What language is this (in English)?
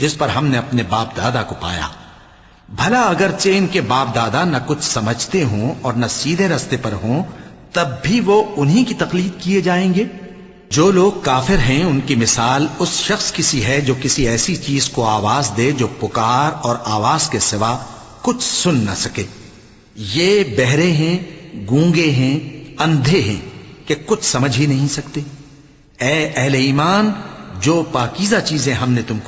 Urdu